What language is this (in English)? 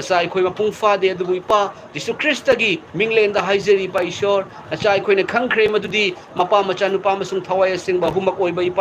Manipuri